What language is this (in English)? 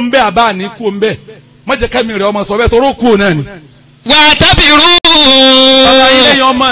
Yoruba